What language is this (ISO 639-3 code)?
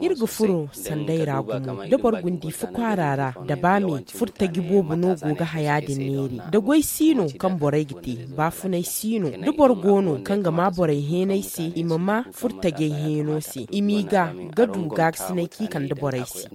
dje